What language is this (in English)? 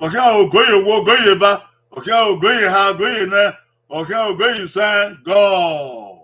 Bini